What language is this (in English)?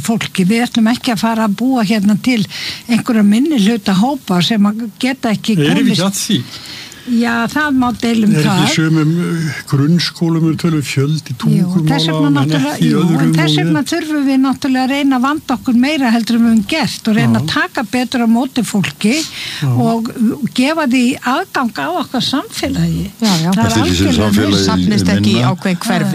Icelandic